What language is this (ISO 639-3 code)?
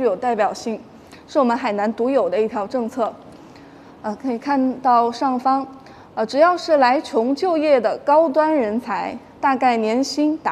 zho